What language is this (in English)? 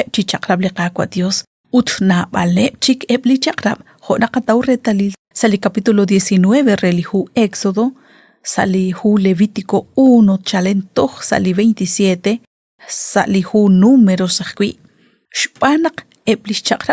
Kekchí